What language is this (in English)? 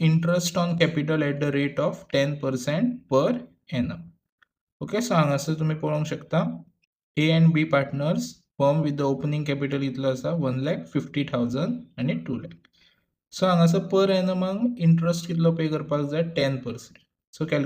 Konkani